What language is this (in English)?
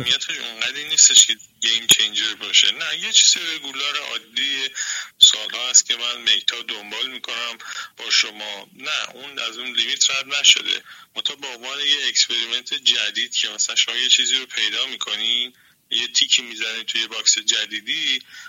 Persian